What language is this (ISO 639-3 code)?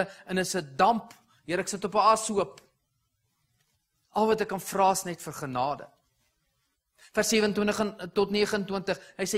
afr